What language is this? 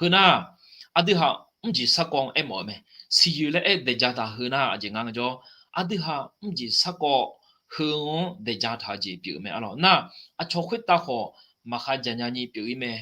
Akha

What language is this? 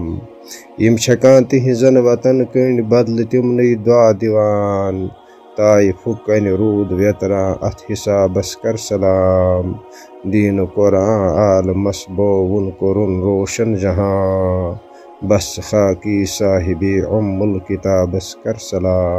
Kashmiri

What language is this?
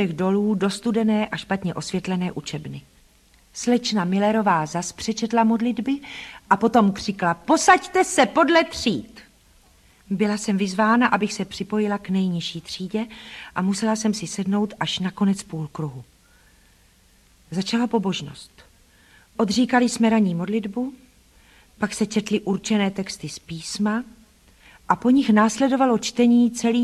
Czech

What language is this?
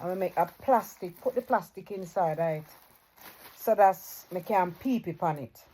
Jamaican Creole English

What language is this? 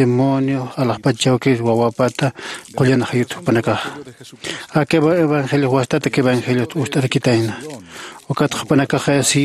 Aymara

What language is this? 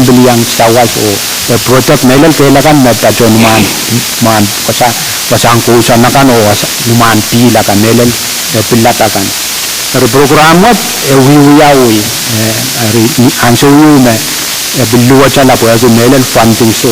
Pohnpeian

